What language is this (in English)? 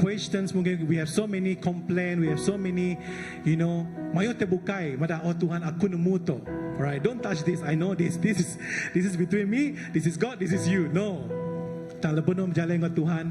Iban